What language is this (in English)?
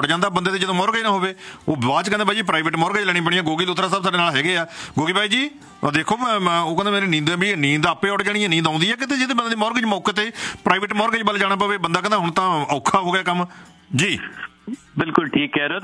Punjabi